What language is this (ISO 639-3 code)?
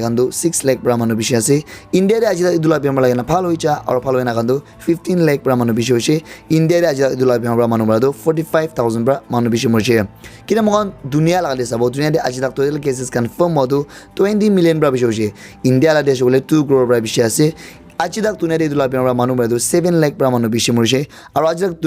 nag